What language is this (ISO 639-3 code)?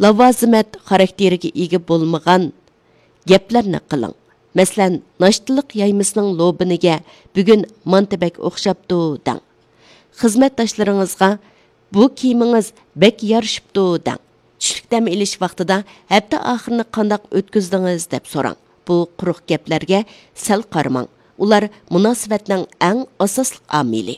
uig